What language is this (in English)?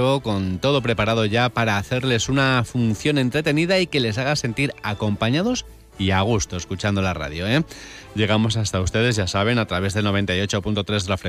Spanish